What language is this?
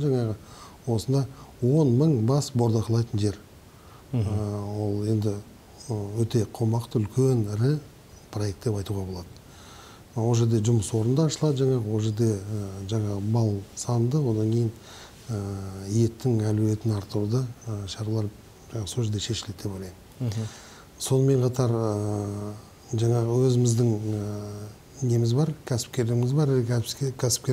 Kazakh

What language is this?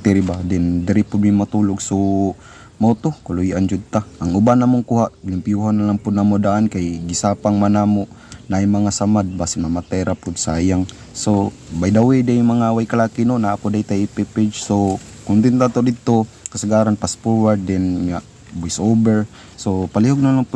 Cebuano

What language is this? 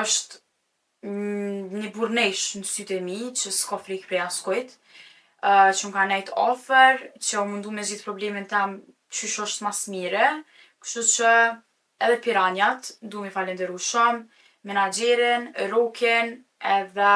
Albanian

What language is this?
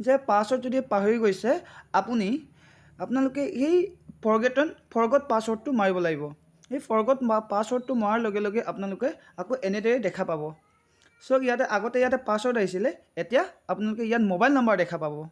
Assamese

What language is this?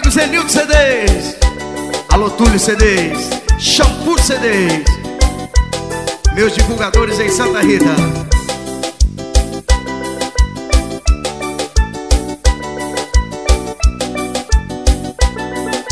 Portuguese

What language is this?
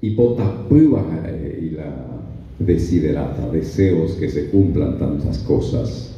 Guarani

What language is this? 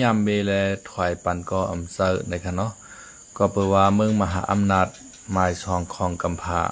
Shan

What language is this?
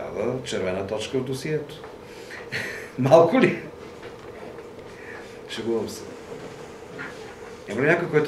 Bulgarian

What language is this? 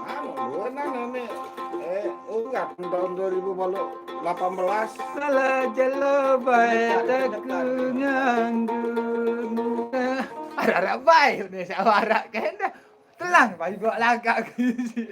Sasak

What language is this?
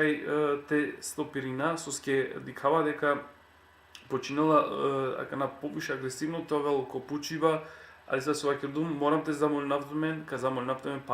Balkan Romani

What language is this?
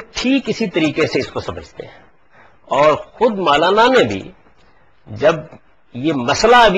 Urdu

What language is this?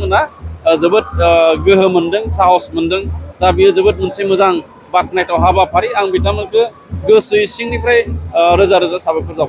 Bodo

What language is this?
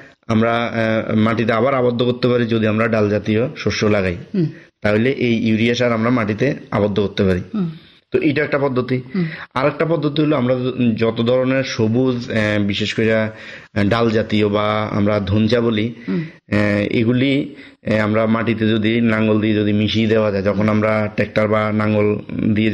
Bangla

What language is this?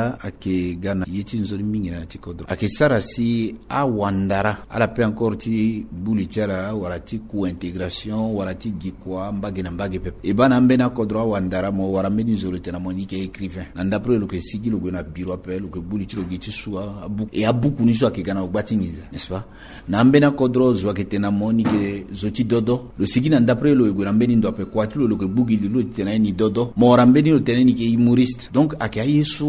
Sango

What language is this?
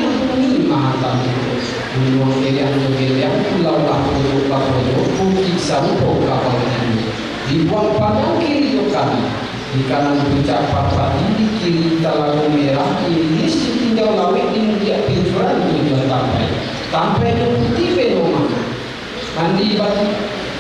Minangkabau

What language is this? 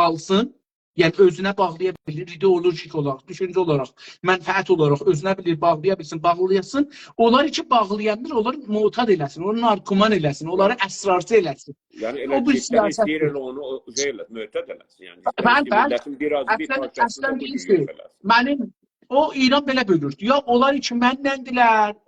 South Azerbaijani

